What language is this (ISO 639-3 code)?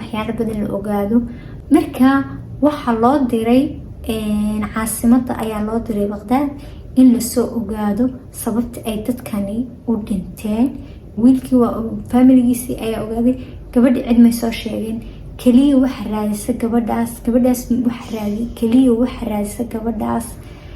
som